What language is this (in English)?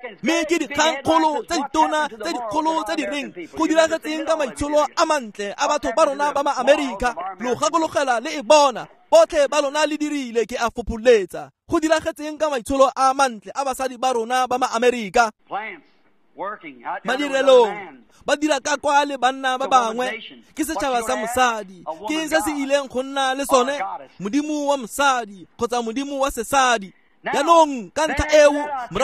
Tswana